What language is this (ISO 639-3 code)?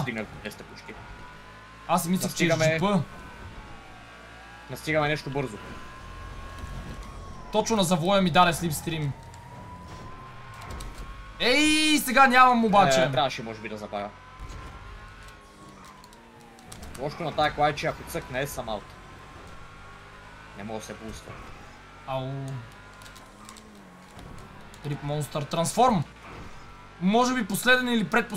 bul